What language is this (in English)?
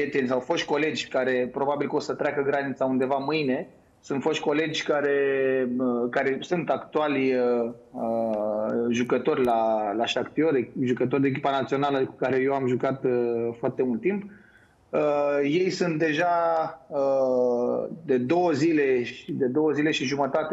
Romanian